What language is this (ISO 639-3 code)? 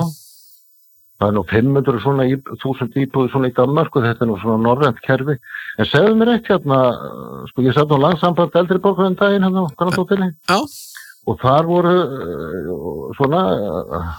isl